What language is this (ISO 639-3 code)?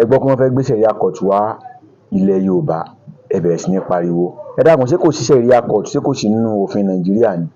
yor